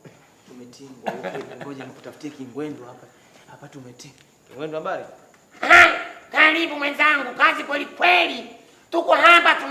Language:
Swahili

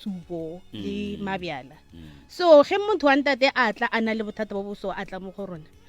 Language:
Northern Sotho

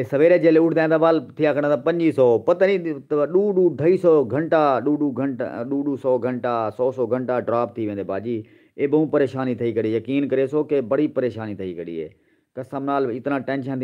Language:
Saraiki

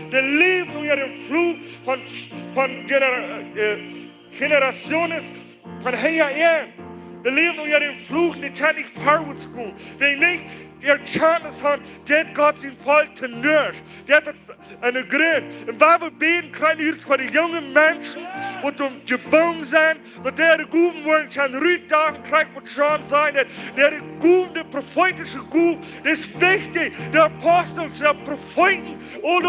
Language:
Plautdietsch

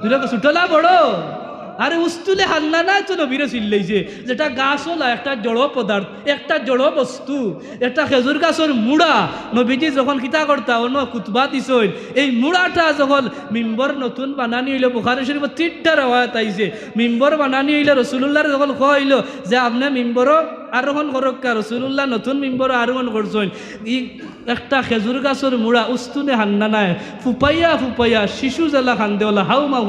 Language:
Sylheti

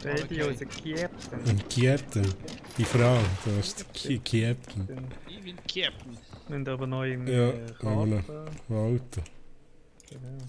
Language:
Swiss German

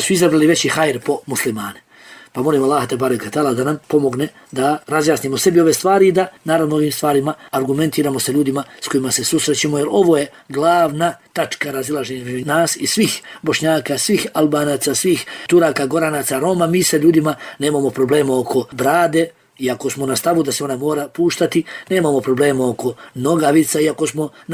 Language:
Bosnian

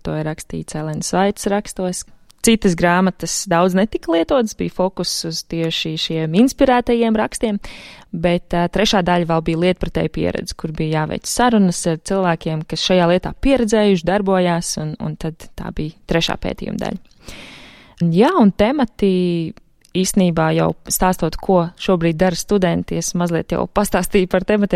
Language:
Latvian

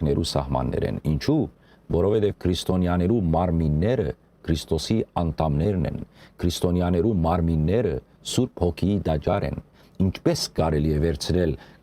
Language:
Western Armenian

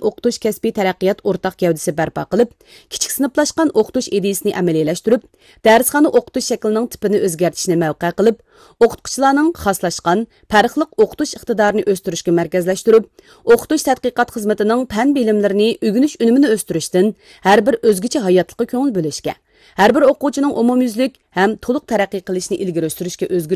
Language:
Uyghur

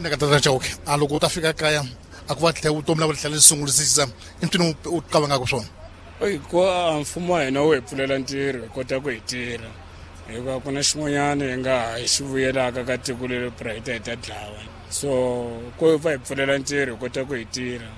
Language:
Tsonga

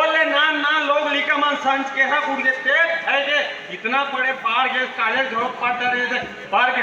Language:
Chhattisgarhi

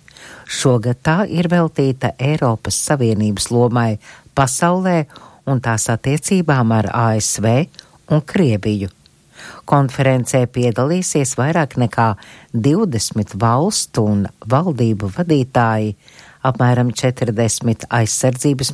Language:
Latvian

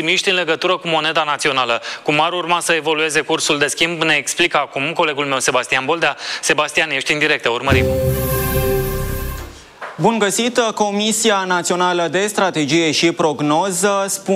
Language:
Romanian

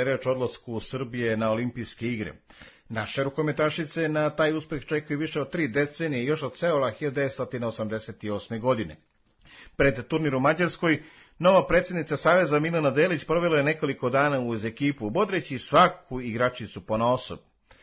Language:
Serbian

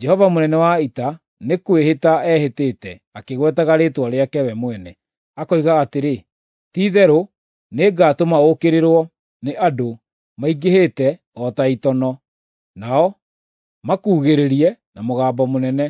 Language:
Kikuyu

